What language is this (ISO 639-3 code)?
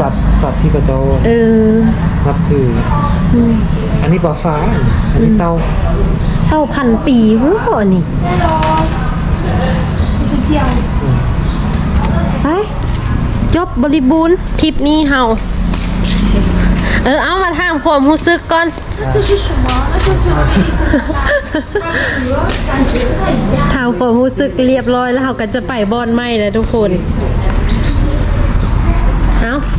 tha